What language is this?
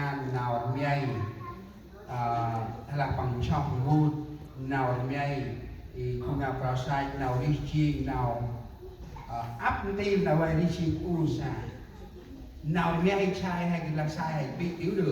Central Mnong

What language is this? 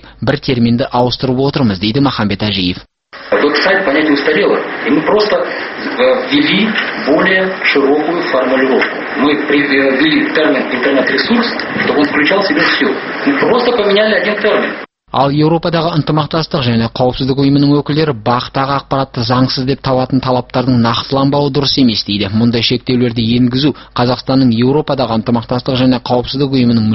Kazakh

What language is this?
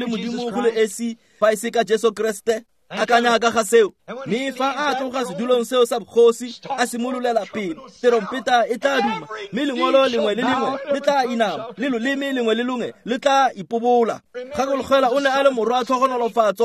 Tswana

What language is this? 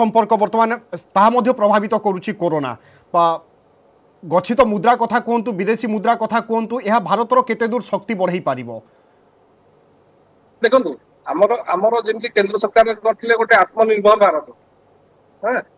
Odia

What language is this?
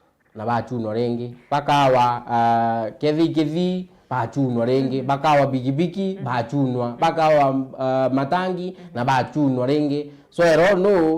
Meru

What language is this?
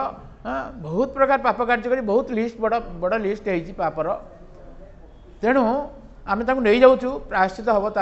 Odia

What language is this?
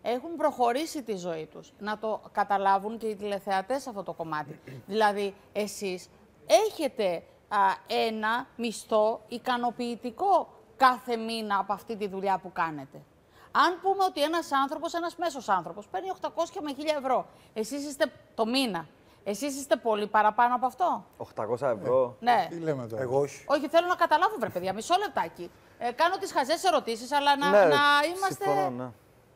Greek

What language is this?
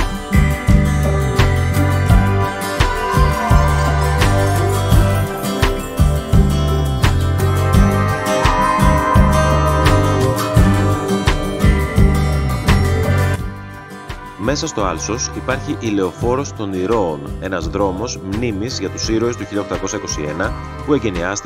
Greek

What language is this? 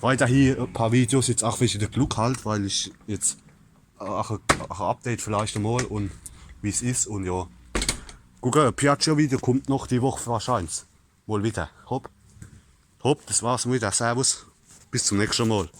Palatine German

